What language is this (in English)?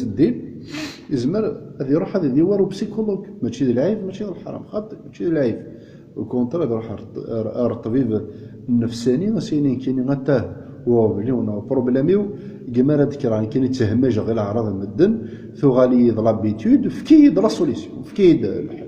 Kabyle